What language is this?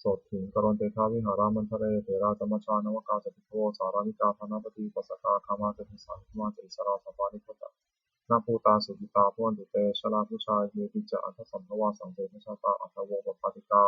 Pali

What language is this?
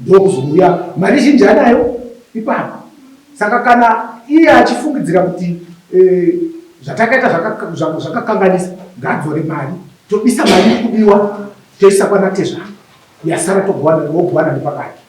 Shona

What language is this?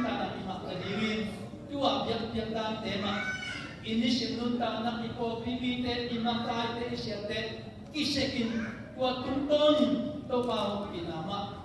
Tedim Chin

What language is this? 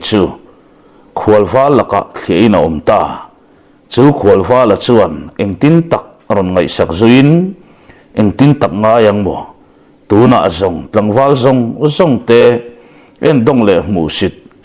Mizo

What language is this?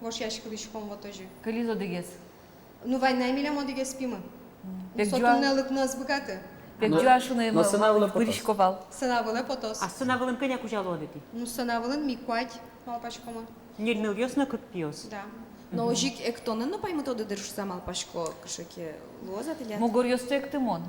Udmurt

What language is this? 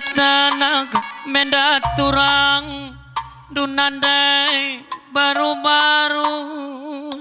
Batak Karo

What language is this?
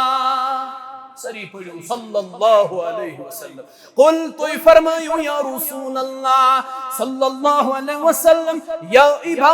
Kashmiri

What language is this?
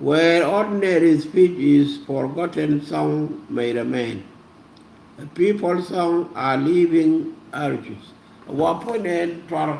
Nuer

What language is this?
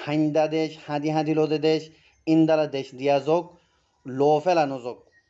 Rohingya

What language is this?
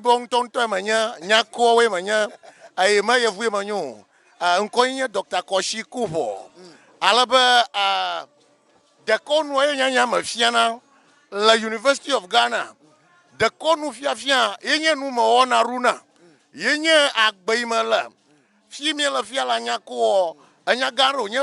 Ewe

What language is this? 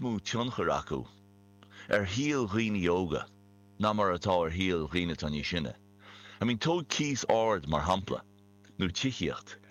Irish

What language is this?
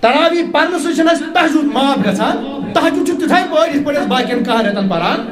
Kashmiri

